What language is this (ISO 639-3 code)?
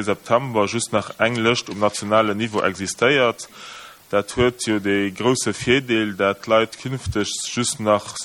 ltz